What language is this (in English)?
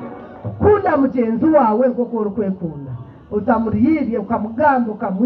Nyankole